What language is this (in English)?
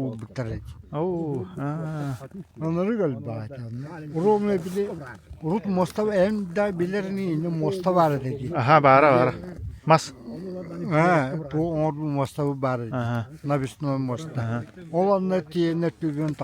Yakut